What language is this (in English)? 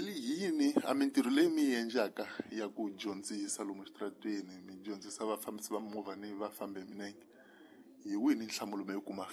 Tsonga